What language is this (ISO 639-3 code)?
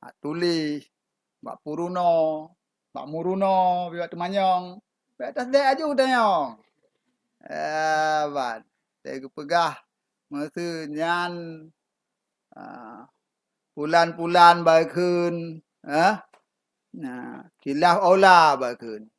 ace